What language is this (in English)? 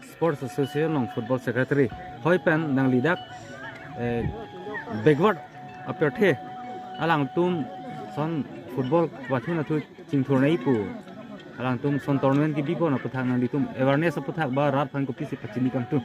Karbi